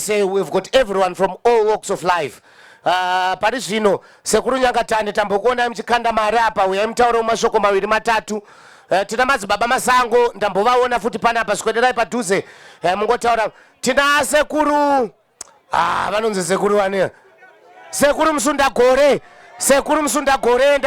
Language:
Shona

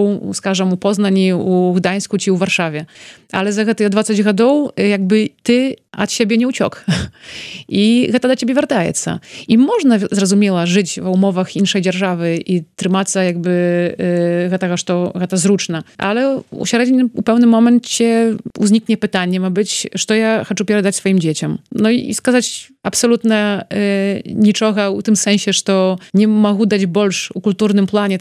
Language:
Belarusian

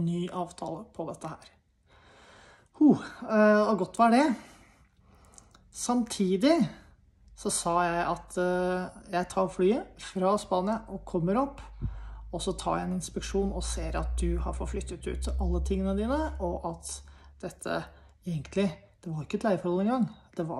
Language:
Norwegian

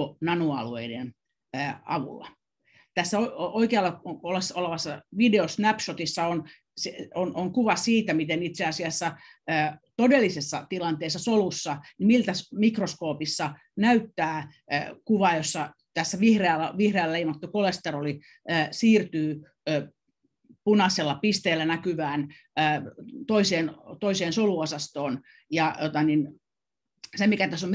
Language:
Finnish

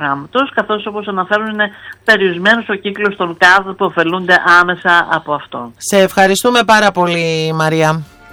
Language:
Greek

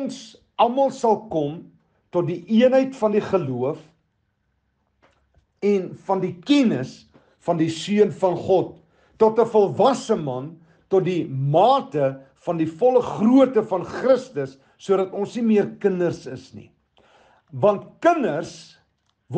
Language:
Afrikaans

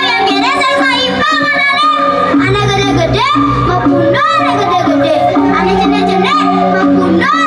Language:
Balinese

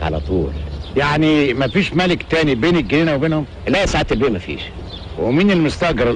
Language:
Egyptian Arabic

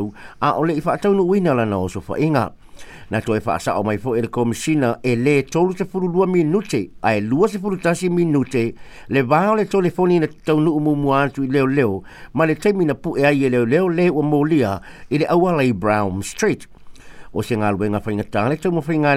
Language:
Samoan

